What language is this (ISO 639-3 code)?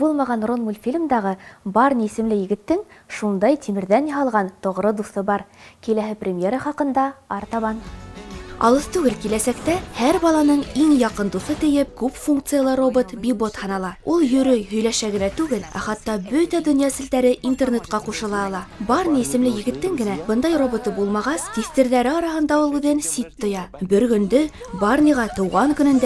bak